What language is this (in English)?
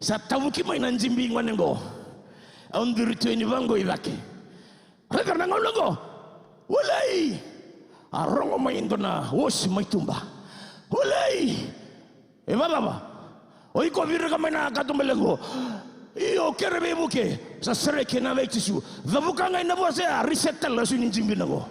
Fijian